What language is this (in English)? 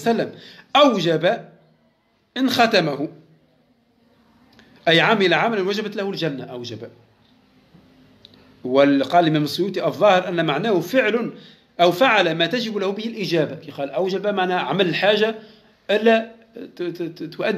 Arabic